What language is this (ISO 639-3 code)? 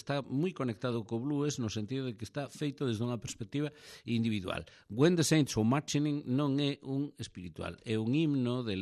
glg